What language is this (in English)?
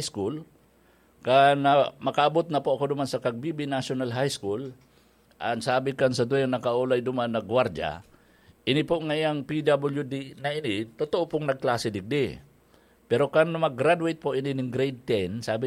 Bikol